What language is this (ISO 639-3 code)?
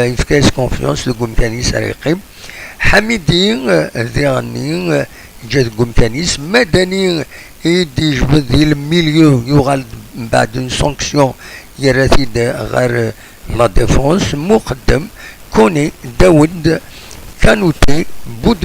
kab